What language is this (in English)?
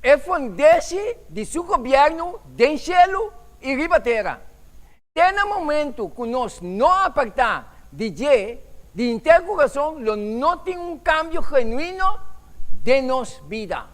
Papiamento